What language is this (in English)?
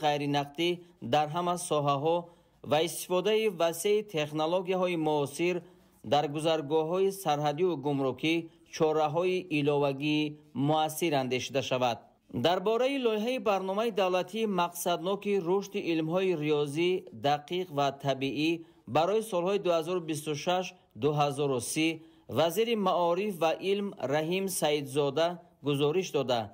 Tajik